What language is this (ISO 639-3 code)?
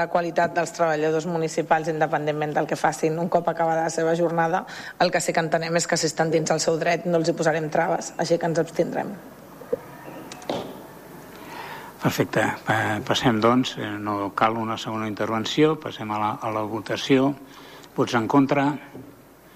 cat